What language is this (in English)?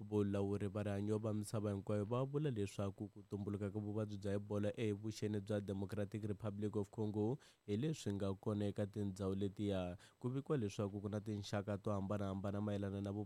Tsonga